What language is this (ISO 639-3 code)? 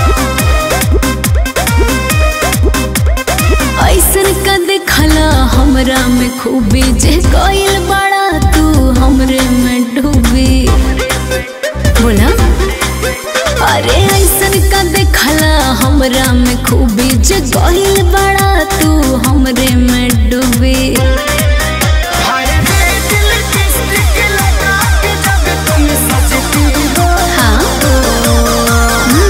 bho